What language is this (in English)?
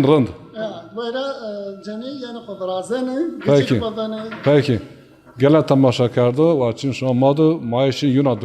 Zaza